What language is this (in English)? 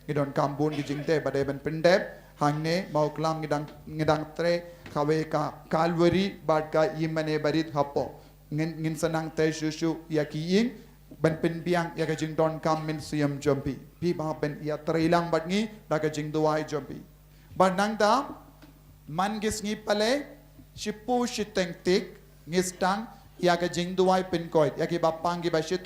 Khasi